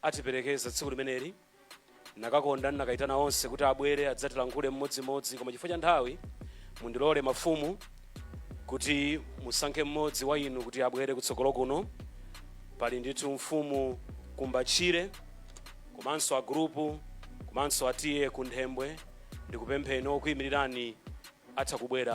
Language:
Nyanja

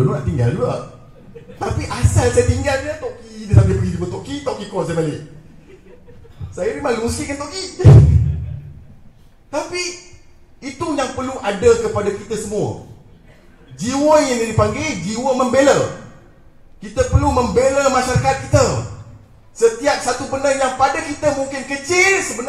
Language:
Malay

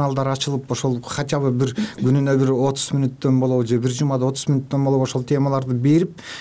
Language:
Kyrgyz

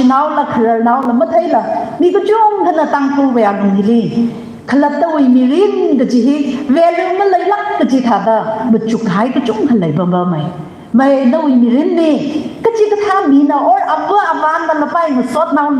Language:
Tangkhul Naga (India)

